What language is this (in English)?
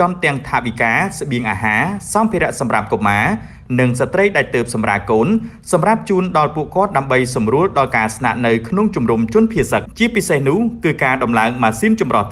Khmer